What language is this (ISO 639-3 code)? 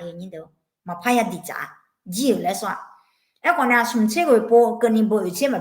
ahk